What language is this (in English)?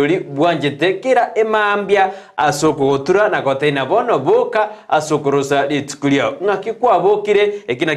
Gusii